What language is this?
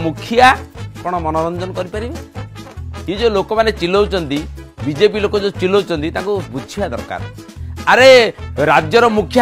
Odia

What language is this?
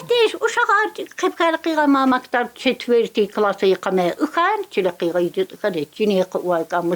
Tsakhur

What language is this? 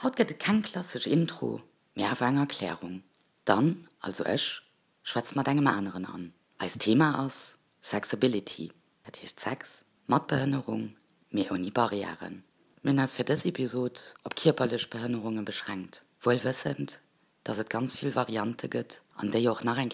Luxembourgish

